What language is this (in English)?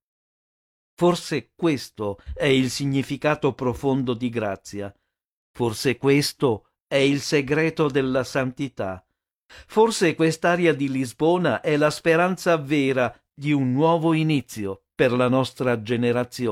Italian